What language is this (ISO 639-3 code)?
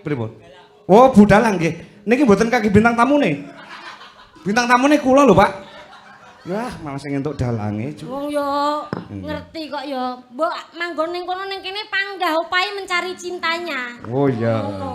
jav